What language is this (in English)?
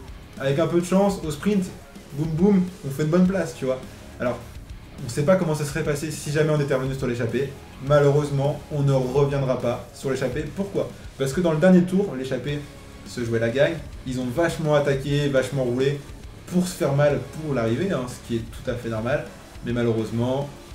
French